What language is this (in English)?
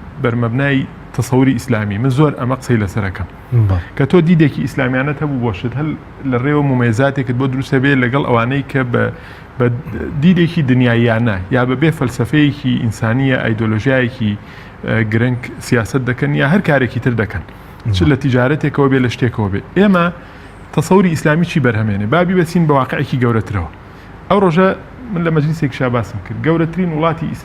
Central Kurdish